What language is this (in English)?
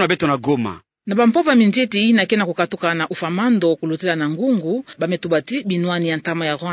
Kituba (Democratic Republic of Congo)